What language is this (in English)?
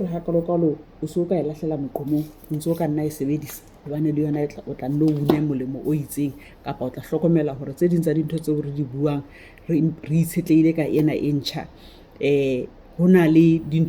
Southern Sotho